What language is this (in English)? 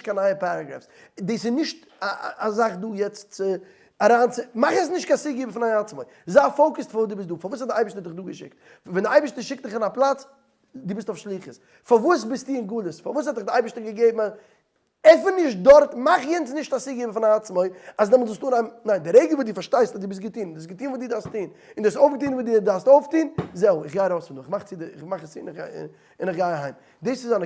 Yiddish